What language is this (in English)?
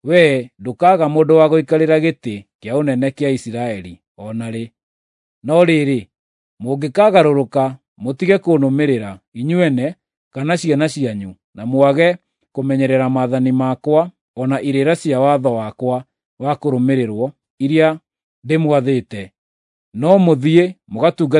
Kikuyu